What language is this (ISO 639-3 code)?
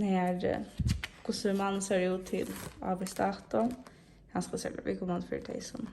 fao